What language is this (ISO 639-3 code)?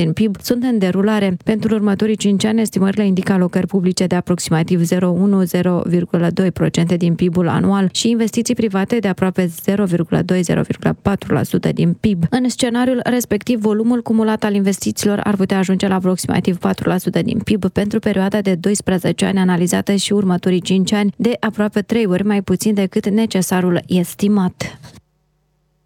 ron